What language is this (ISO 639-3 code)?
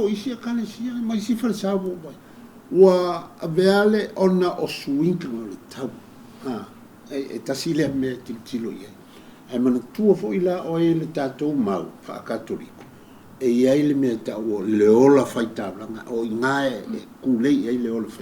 smo